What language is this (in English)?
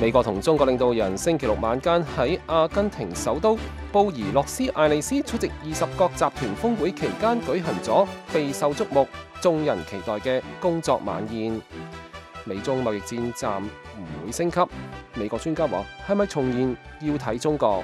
Cantonese